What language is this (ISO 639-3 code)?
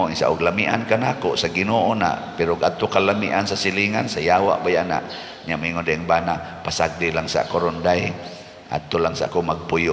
ceb